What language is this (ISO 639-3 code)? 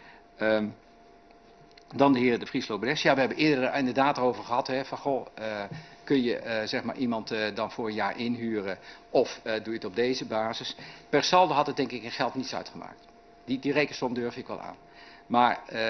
nld